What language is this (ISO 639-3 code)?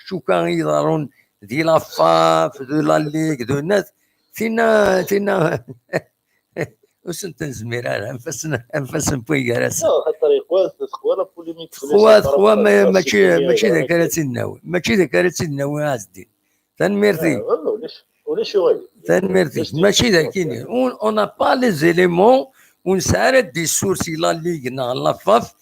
kab